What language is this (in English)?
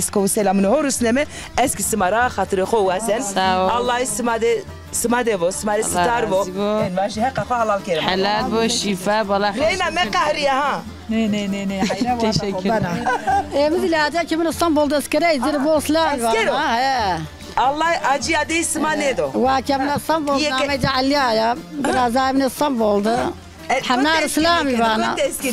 Zaza